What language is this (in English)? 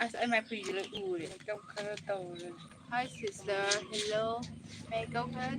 Manipuri